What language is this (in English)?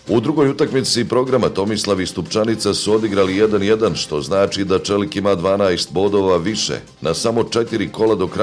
Bosnian